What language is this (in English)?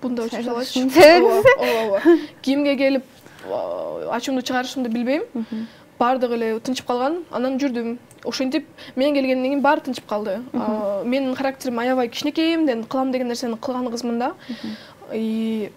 Kyrgyz